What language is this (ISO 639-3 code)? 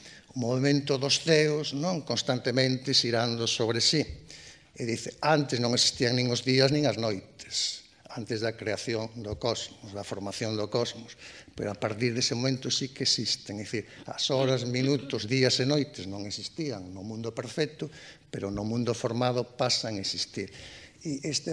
glg